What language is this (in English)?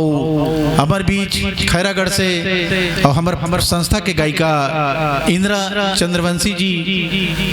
Chhattisgarhi